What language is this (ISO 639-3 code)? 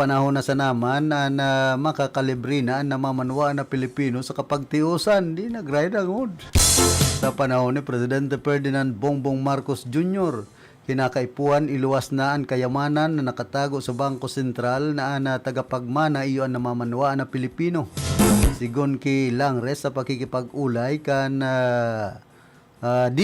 bik